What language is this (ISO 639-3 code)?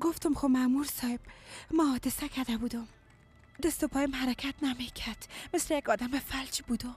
fas